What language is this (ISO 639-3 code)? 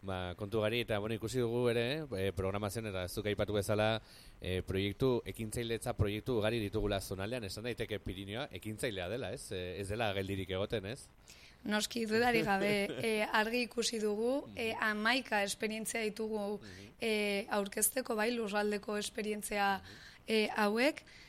eus